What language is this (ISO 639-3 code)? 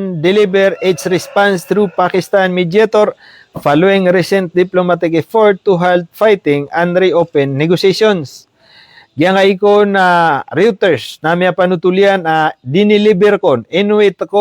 mrw